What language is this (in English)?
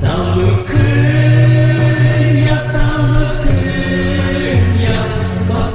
Shan